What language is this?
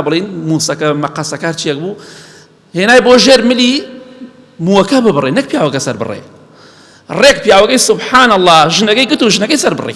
Central Kurdish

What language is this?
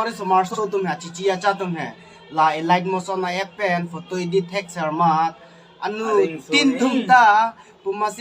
Karbi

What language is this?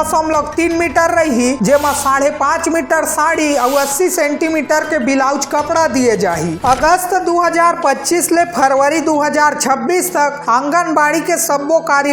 Chhattisgarhi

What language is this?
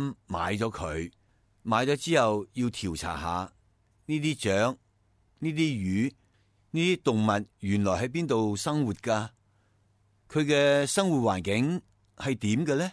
Cantonese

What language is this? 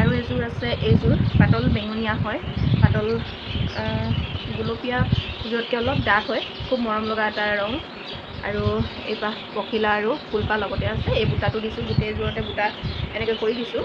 Assamese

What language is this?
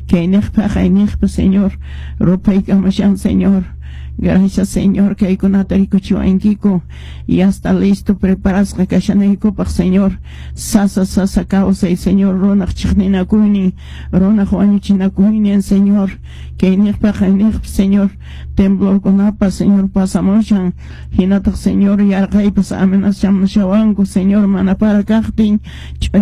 Quechua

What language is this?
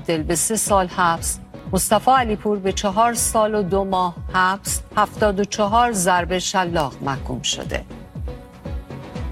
Persian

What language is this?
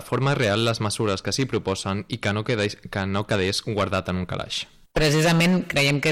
Catalan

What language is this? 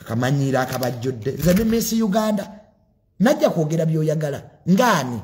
Ganda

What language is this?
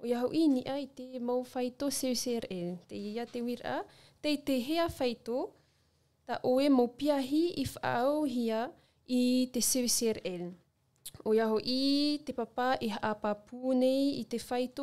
Tahitian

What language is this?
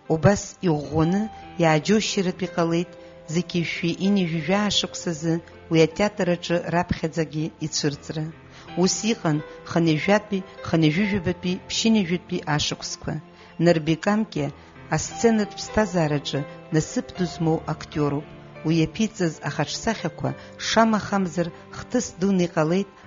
Abkhazian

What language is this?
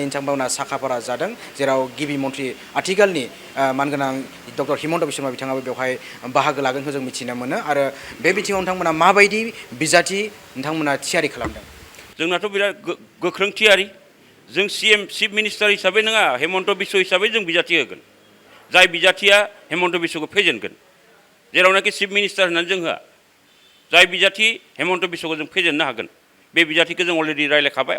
Bodo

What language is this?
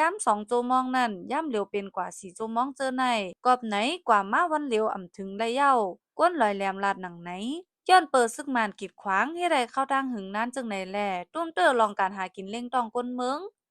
Shan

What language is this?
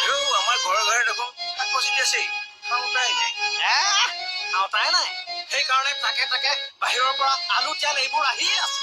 Assamese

